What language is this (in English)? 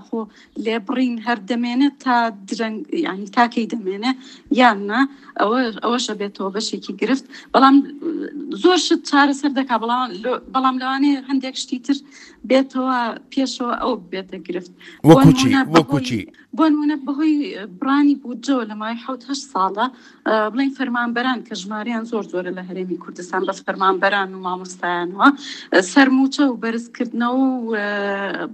Central Kurdish